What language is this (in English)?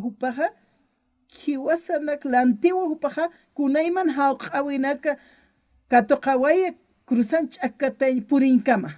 Aymara